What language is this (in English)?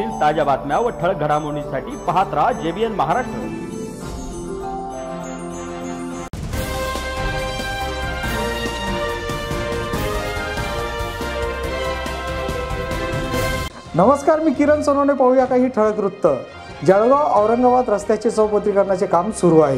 Marathi